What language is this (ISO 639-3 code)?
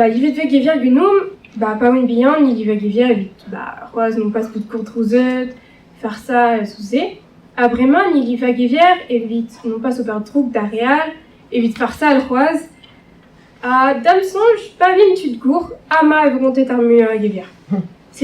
bre